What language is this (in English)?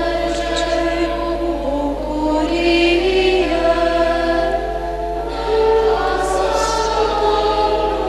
Romanian